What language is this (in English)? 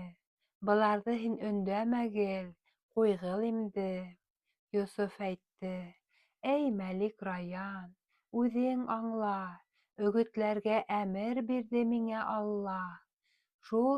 Bashkir